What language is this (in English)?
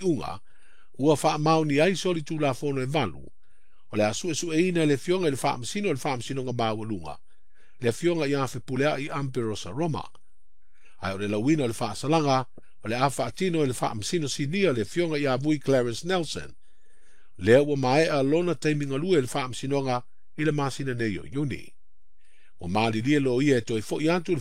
Samoan